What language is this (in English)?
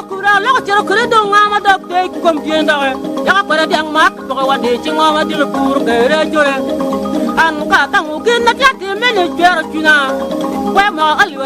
Acoli